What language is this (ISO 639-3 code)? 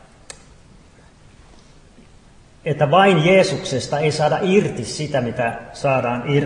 fin